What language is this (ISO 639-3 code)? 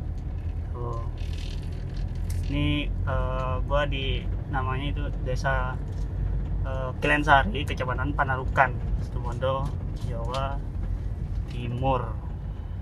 ind